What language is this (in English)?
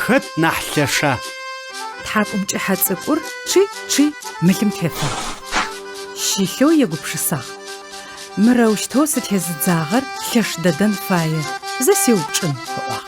Adyghe